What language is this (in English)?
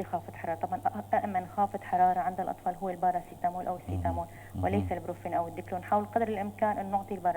North Levantine Arabic